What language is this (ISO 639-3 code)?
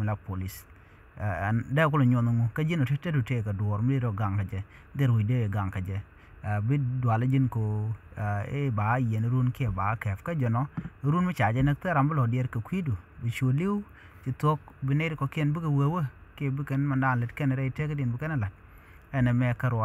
nus